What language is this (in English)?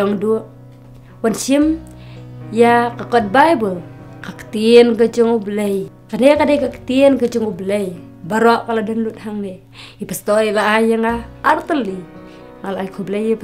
Khasi